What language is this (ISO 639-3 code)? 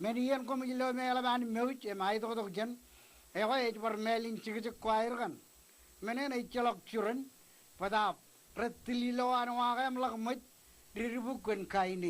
mah